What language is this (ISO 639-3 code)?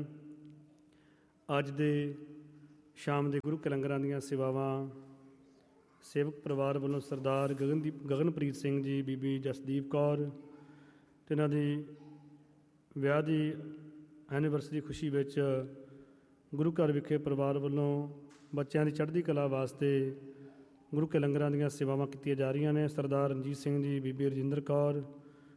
pan